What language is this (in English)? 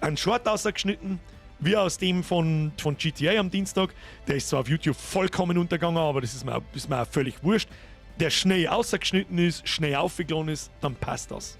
Bavarian